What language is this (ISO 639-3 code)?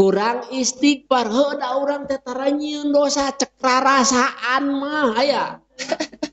sun